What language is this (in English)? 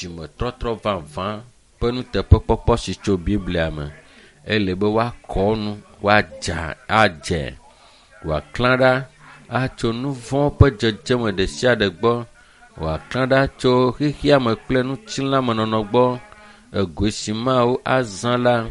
Ewe